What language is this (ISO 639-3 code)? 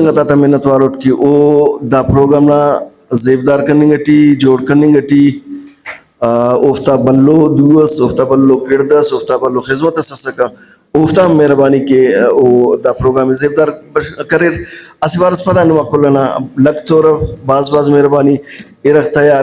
brh